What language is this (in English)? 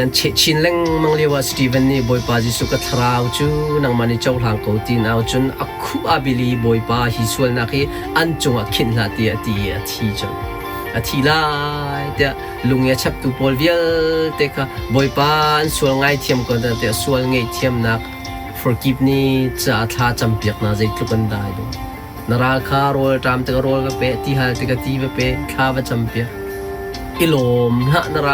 Hakha Chin